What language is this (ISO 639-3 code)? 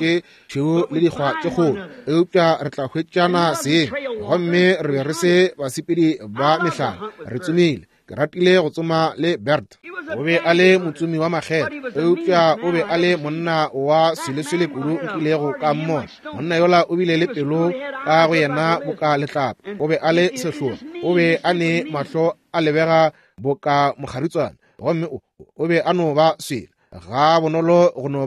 nso